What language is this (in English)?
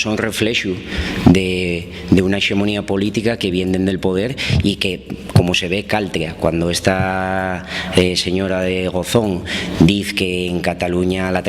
Asturian